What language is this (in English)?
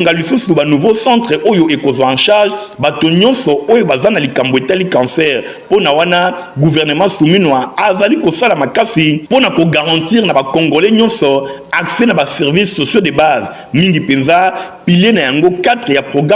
Lingala